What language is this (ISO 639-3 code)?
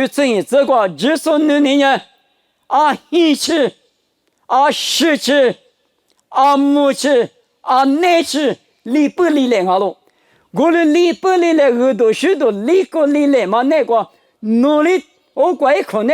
lis